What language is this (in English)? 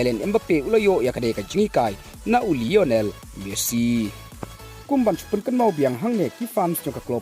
Khasi